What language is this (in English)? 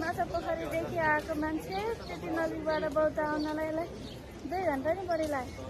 Nepali